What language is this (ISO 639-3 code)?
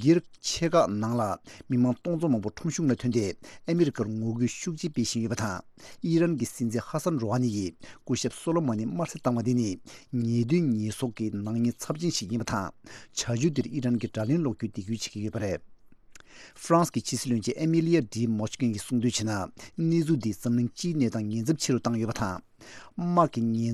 bod